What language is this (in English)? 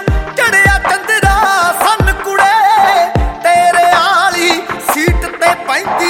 Punjabi